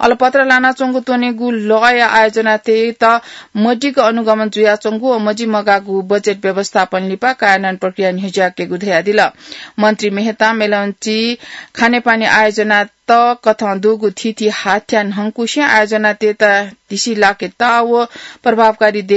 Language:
Newari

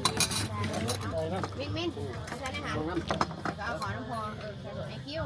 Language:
Lao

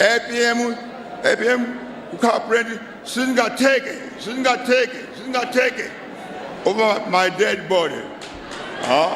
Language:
Nyanja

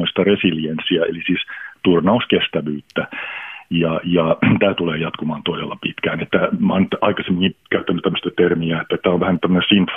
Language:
Finnish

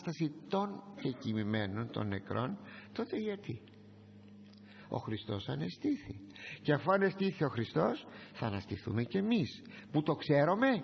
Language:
Greek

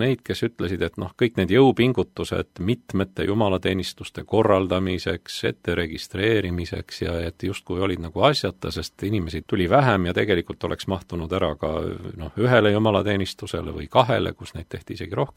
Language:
Estonian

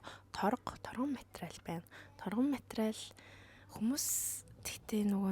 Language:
Mongolian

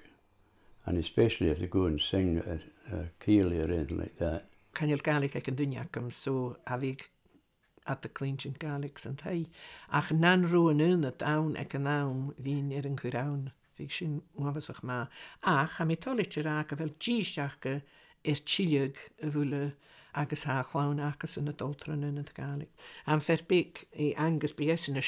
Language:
Scottish Gaelic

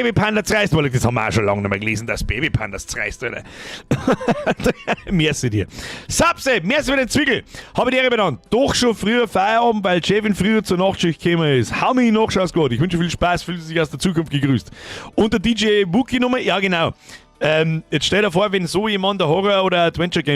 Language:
Bavarian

